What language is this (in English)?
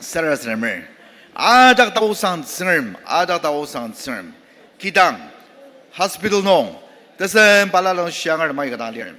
Ao Naga